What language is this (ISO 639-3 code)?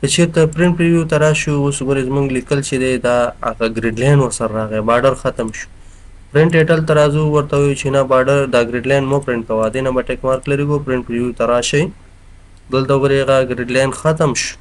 pus